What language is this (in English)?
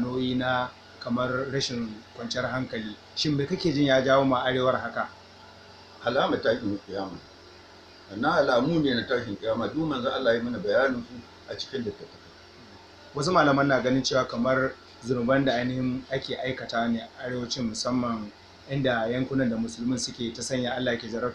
Hausa